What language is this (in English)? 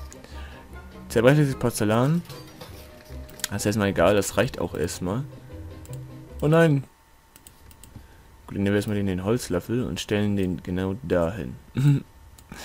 German